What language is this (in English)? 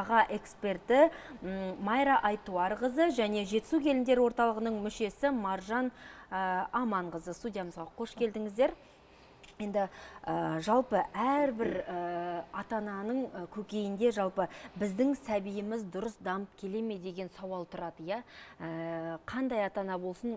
Kazakh